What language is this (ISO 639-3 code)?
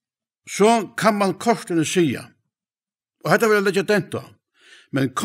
fao